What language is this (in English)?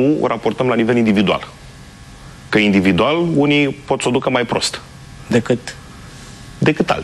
Romanian